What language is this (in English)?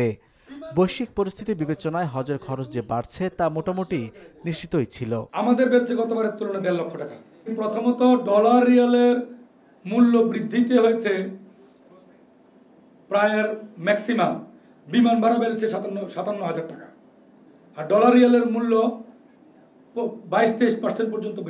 Bangla